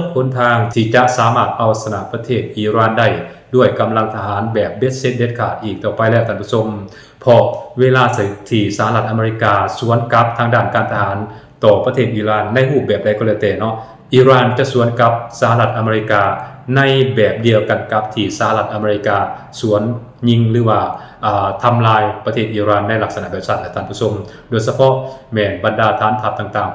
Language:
Lao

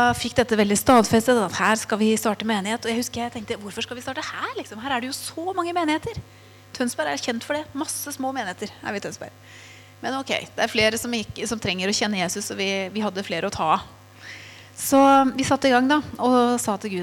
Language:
Norwegian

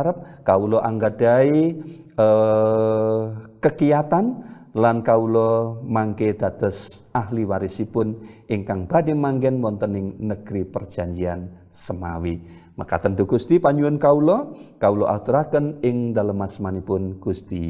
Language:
Javanese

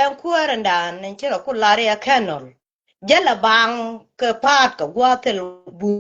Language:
Nuer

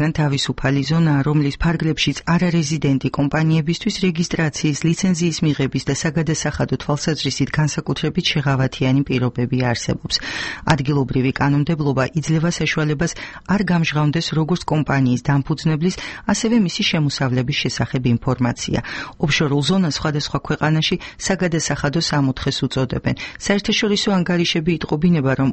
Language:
Georgian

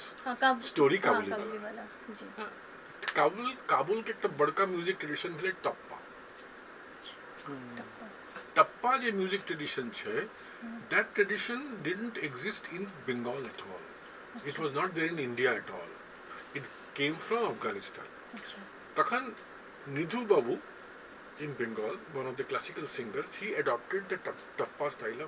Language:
Maithili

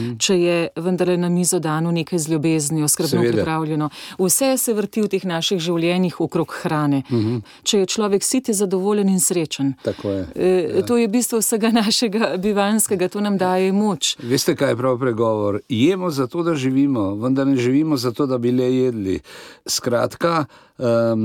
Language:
Slovenian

